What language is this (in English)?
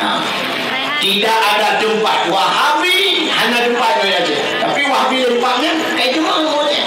Achinese